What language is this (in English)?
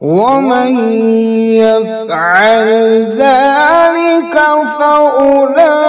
Kashmiri